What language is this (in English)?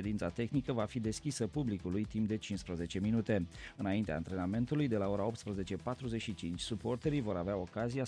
Romanian